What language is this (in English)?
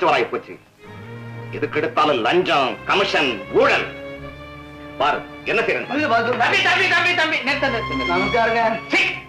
Tamil